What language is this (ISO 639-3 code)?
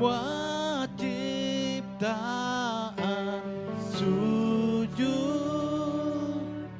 iba